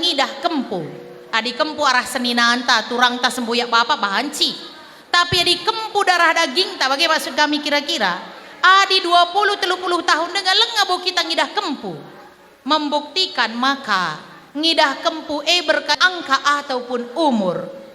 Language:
Batak Karo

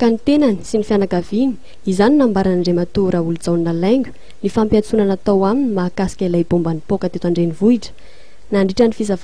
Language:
Malagasy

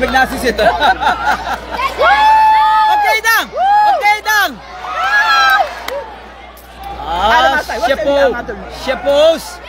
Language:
Dutch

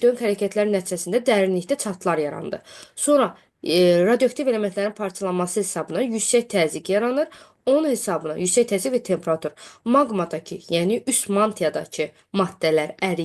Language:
Azerbaijani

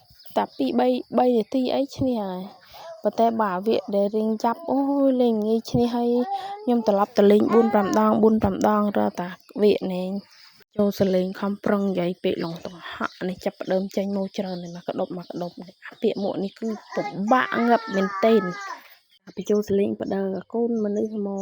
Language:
Khmer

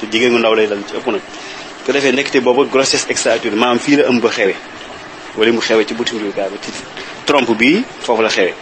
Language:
Wolof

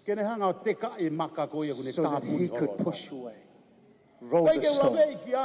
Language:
Tongan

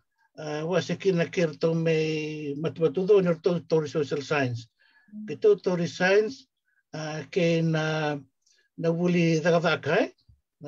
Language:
Fijian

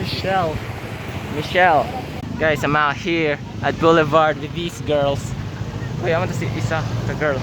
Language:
Cebuano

